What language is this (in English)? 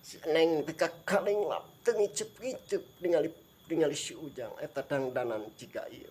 Sundanese